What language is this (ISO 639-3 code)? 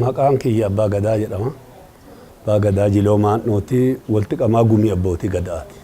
orm